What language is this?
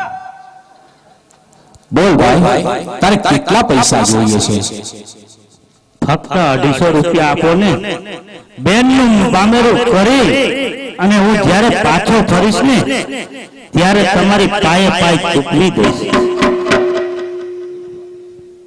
Gujarati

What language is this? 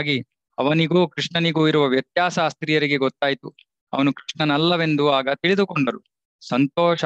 Kannada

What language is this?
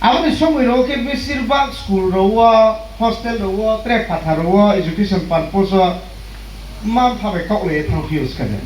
Riang (India)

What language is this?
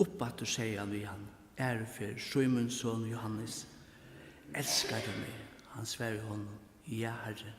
Faroese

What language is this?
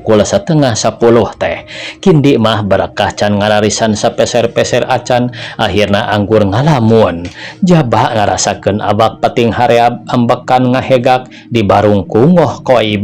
Sundanese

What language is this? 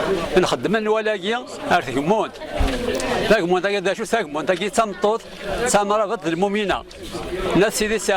Kabyle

